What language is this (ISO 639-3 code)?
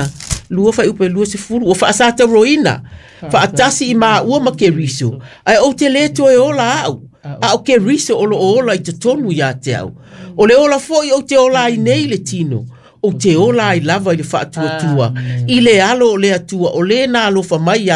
smo